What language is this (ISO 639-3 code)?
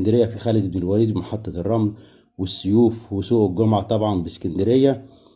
arz